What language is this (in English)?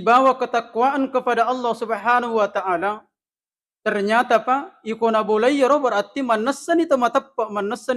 Buginese